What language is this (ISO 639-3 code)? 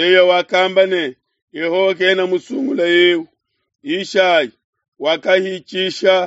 lua